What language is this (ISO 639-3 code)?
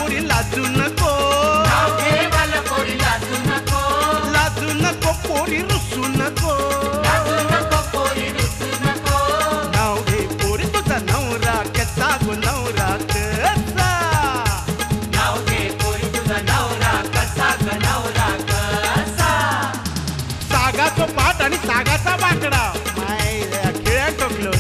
mar